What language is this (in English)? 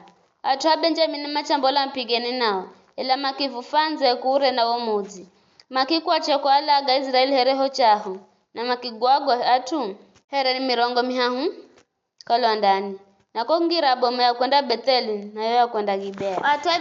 Giryama